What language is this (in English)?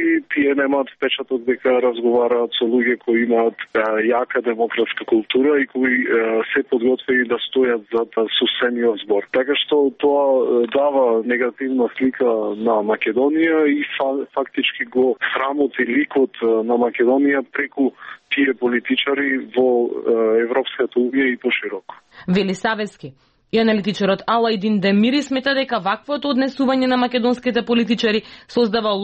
Macedonian